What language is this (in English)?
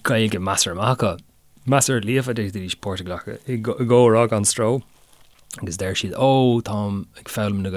Irish